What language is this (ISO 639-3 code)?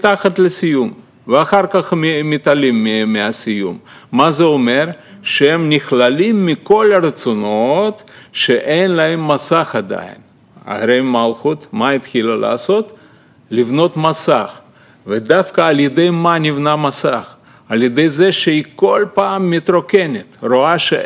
heb